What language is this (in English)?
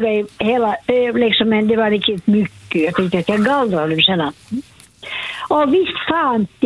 Swedish